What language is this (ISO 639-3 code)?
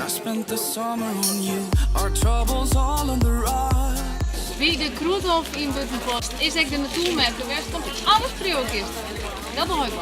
fry